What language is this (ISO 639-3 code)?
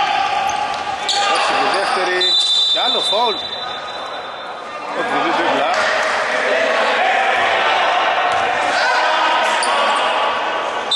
ell